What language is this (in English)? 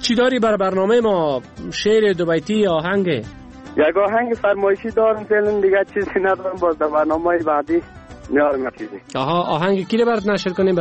Persian